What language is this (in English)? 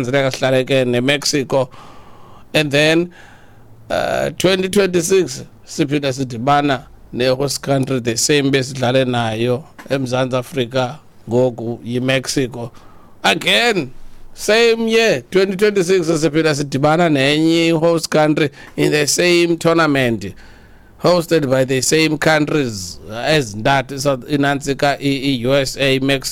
Xhosa